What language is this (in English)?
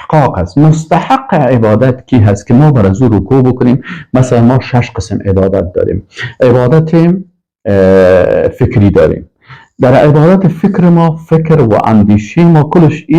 Persian